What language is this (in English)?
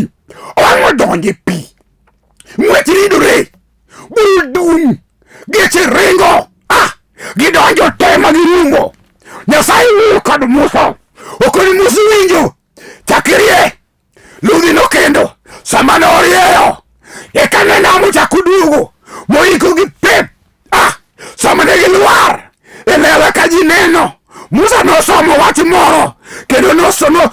Luo (Kenya and Tanzania)